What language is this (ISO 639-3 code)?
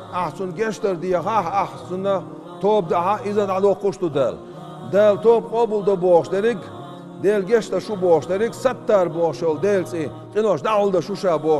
che